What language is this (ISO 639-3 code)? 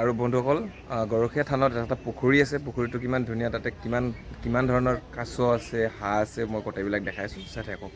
asm